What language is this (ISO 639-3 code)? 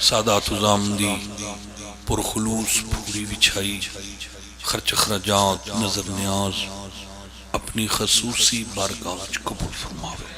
phr